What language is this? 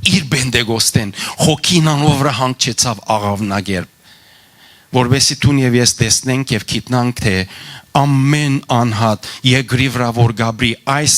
Western Armenian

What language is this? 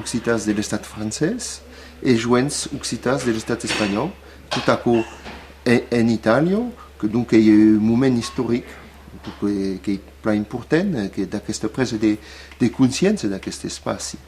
Occitan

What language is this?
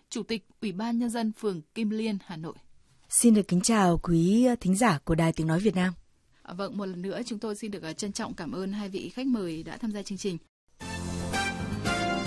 Vietnamese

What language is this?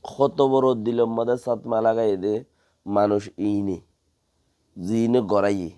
Rohingya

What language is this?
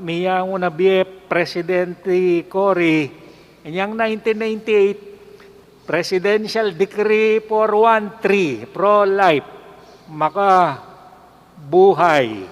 Pampanga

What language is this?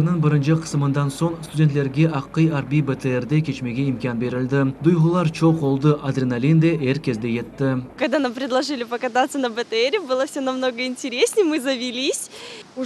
Crimean Tatar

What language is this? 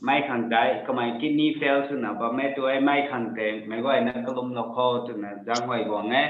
Rongmei Naga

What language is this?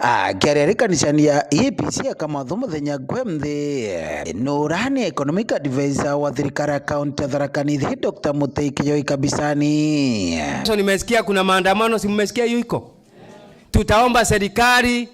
Meru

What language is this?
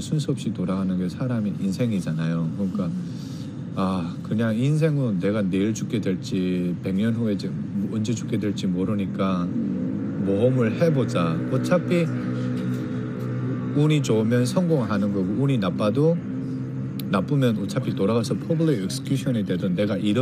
Korean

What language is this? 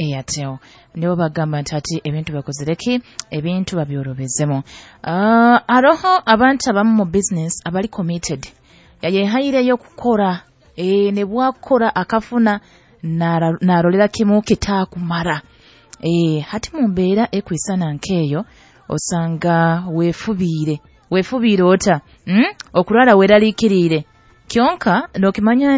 Nyoro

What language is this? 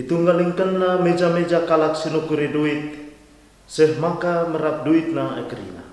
Batak Karo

